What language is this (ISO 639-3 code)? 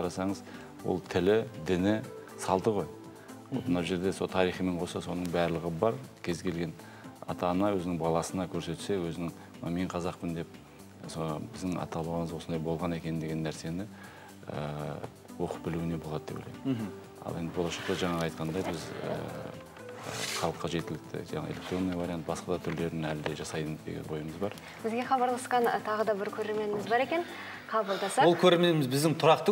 kaz